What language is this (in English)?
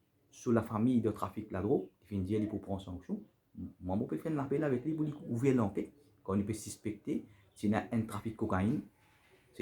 Morisyen